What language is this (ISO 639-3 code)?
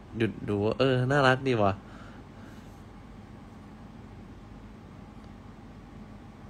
tha